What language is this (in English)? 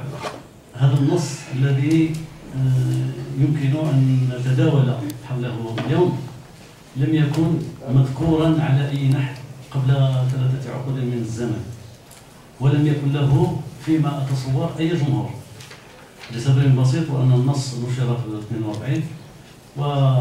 Arabic